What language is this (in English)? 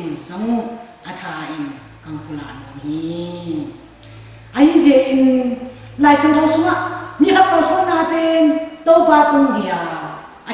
Tedim Chin